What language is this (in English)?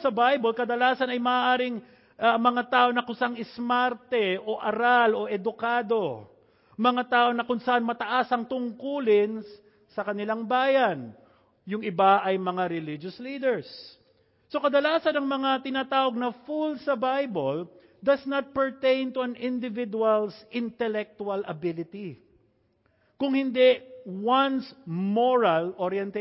Filipino